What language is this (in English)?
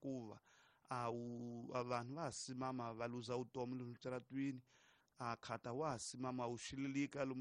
Tsonga